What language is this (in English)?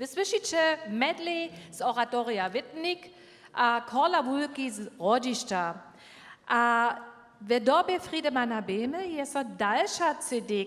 Upper Sorbian